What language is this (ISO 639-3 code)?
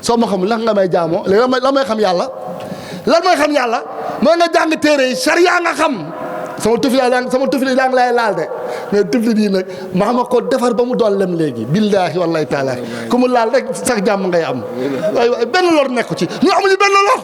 wol